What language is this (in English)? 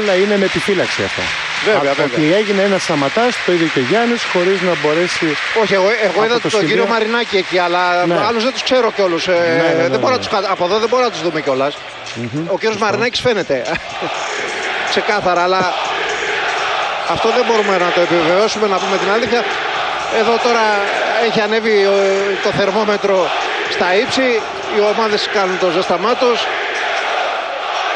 Greek